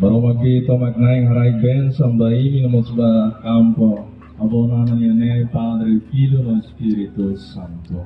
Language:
Tetum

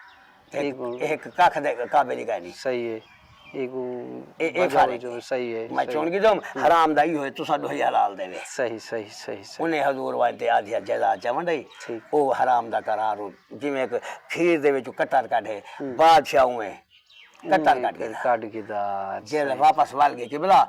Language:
Saraiki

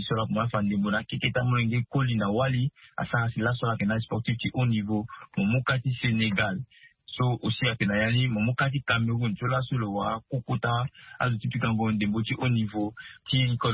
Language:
Sango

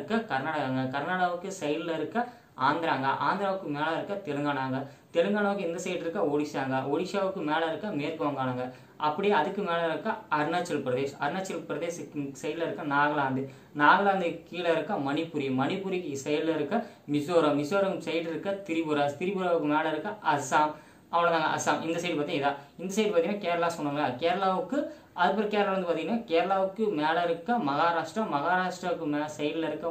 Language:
Tamil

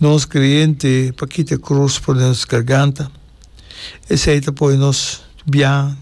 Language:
Papiamento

